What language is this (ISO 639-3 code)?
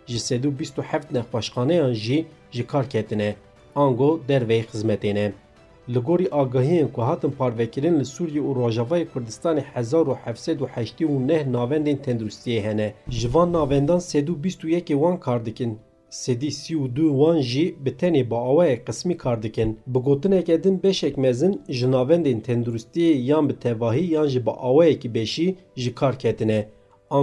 kur